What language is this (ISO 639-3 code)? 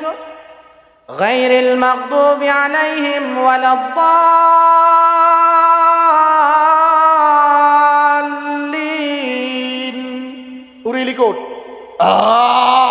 ace